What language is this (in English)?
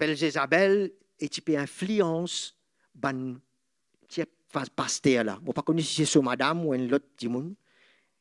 Morisyen